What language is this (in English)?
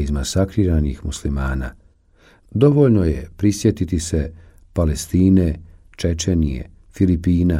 Bosnian